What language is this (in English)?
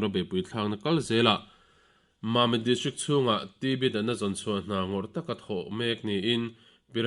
Mizo